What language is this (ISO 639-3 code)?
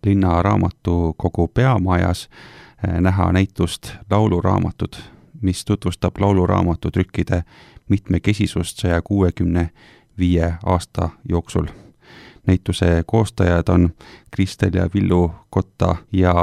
est